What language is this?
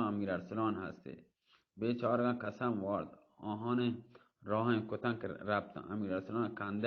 Baluchi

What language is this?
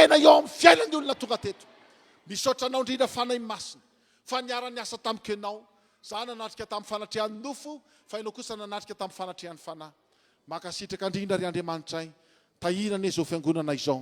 Malagasy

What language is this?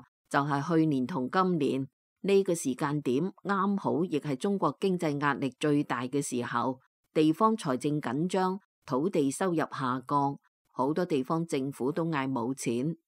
Cantonese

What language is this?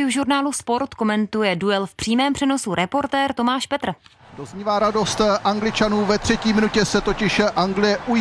Czech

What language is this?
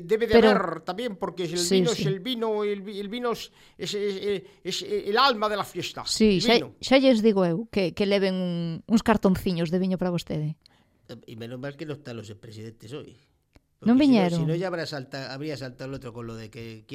Galician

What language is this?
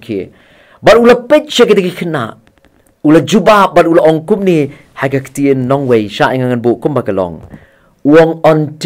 Khasi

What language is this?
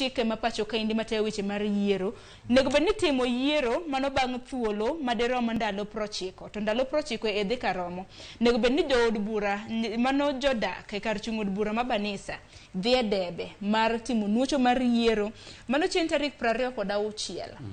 Luo (Kenya and Tanzania)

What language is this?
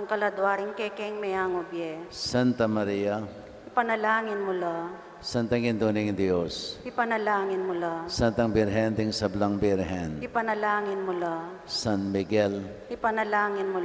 Pampanga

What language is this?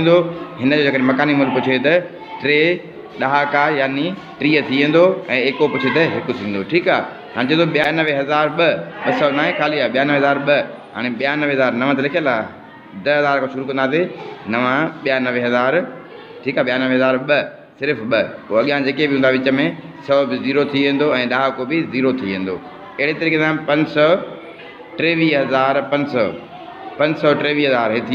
Sindhi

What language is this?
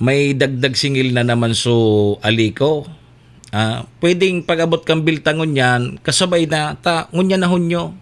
Bikol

